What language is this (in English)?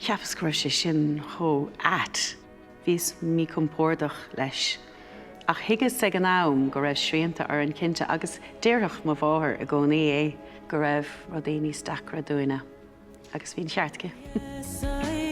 Irish